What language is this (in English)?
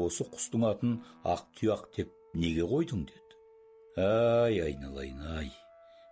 Kazakh